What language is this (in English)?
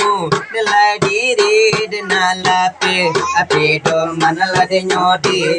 Minangkabau